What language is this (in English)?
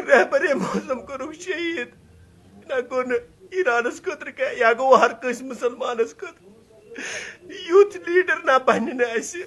Kashmiri